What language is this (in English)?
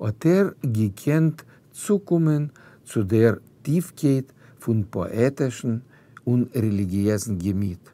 Yiddish